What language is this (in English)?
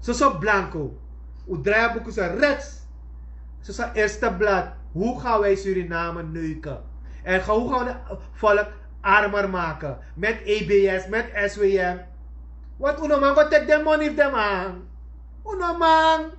Sranan Tongo